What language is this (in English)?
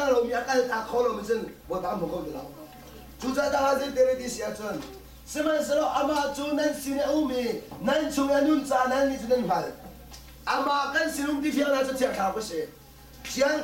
Hakha Chin